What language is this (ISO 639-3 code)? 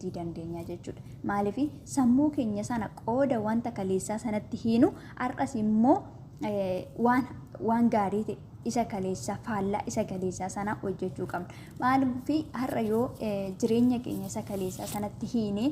orm